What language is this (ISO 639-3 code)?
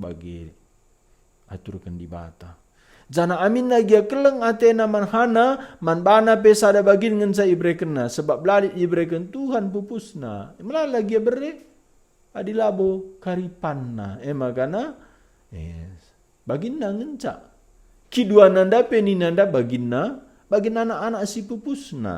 btx